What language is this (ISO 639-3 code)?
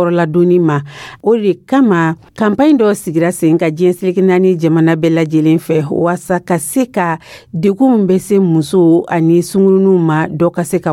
dyu